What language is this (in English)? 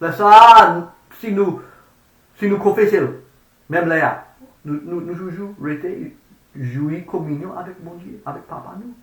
Haitian Creole